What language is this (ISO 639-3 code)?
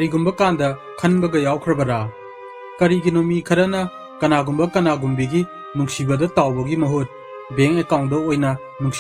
mni